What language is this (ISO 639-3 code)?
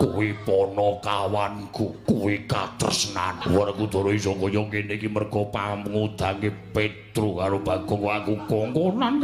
jav